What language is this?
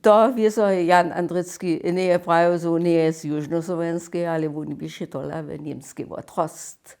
Upper Sorbian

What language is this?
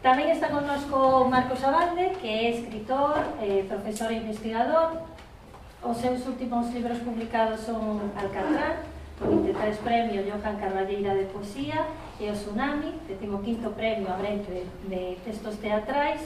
Galician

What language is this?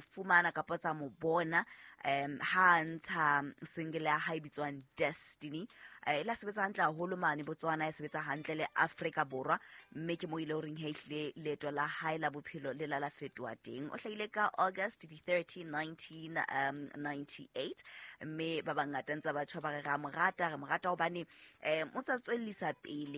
Southern Sotho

